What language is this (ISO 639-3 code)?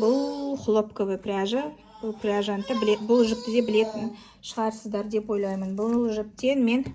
kaz